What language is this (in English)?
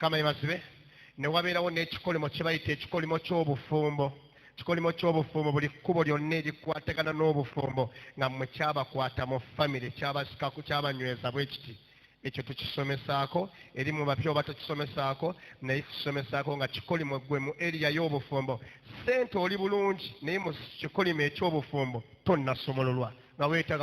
Ganda